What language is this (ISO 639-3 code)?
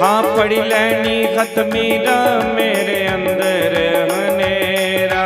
doi